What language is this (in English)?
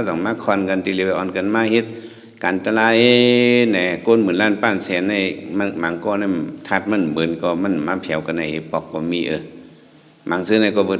Shan